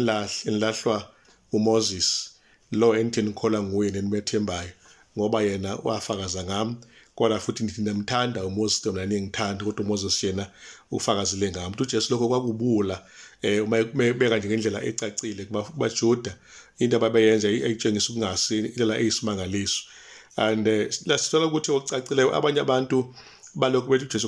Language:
Zulu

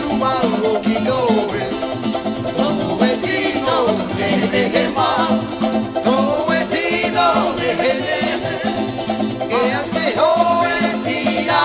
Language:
Tahitian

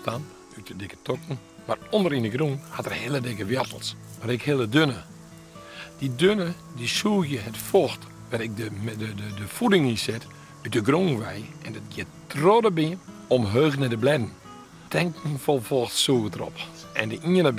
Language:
Western Frisian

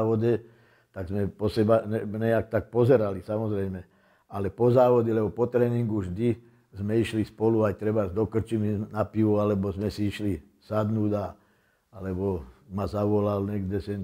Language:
Slovak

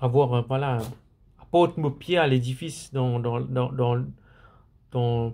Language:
Morisyen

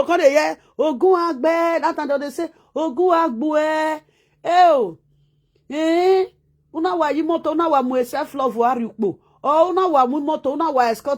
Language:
Nigerian Pidgin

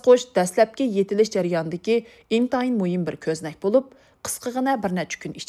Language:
Uyghur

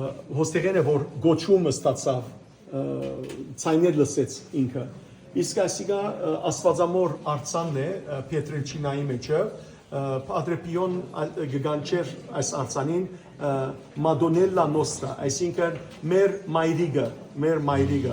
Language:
Western Armenian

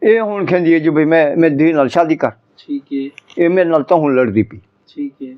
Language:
Saraiki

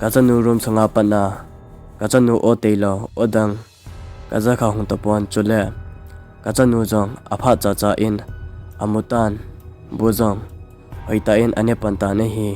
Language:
Thado Chin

